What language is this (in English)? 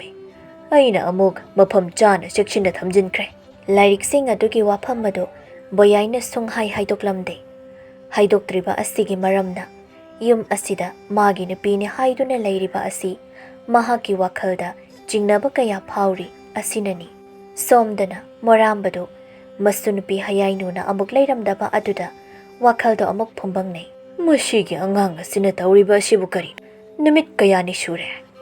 Manipuri